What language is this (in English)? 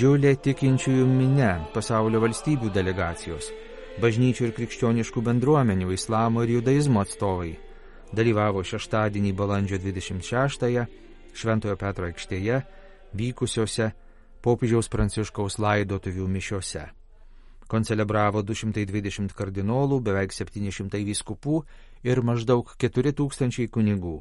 Lithuanian